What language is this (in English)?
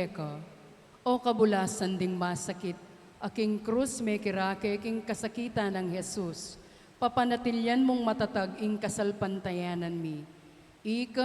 Pampanga